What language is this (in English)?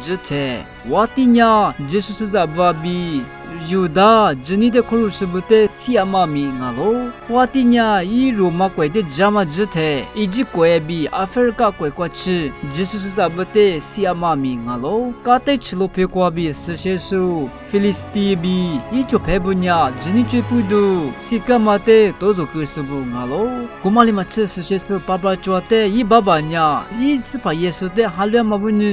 Lisu